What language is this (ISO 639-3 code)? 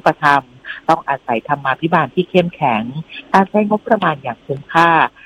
tha